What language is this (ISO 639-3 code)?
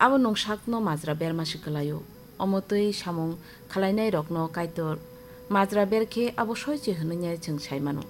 trp